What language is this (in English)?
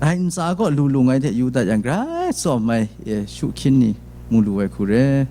Kachin